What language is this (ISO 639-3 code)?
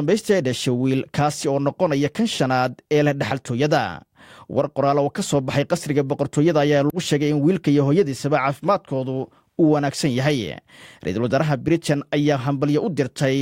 som